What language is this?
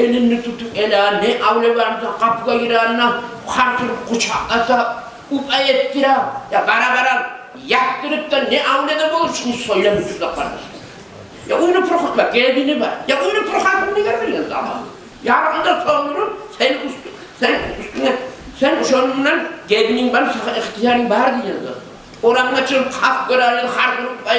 Kumyk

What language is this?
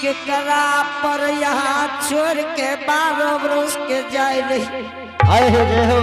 Angika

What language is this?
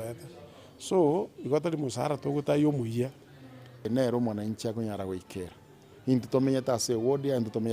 Gusii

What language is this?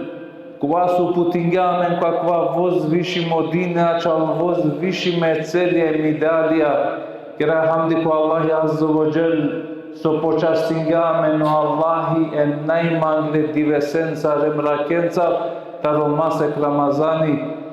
Balkan Romani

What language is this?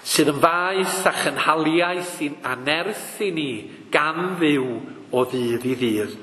Welsh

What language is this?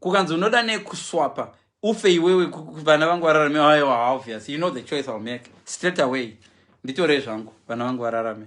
Shona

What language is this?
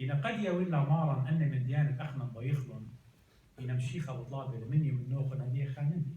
Assyrian Neo-Aramaic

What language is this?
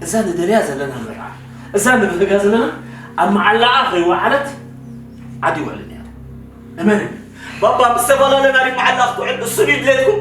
Tigrinya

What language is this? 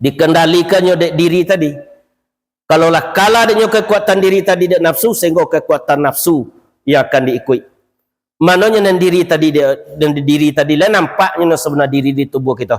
Minangkabau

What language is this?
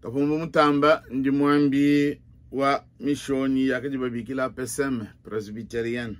Luba-Lulua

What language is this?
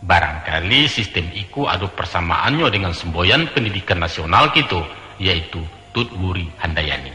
Minangkabau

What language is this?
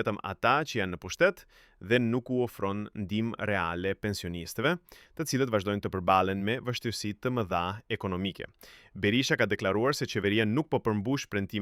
Albanian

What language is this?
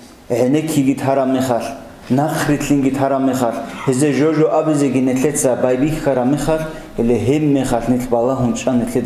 Avaric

